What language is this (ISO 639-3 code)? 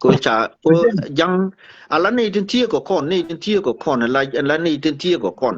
nus